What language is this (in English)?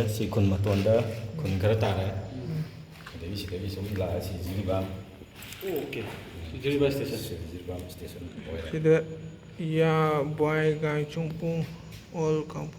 Manipuri